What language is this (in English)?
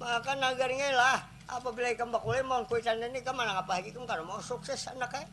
Banjar